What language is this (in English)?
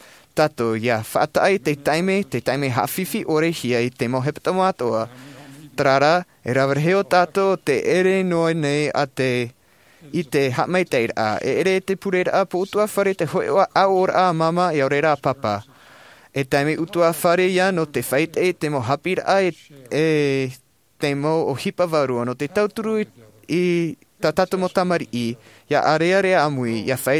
Tahitian